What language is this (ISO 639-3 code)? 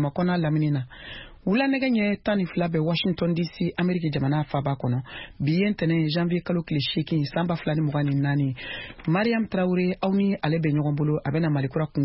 bam